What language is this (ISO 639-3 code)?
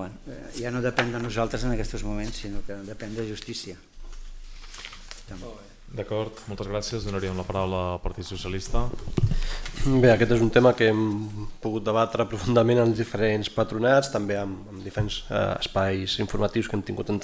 cat